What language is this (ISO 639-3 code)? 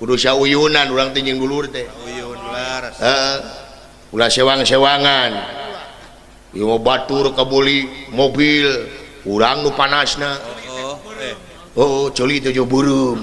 sun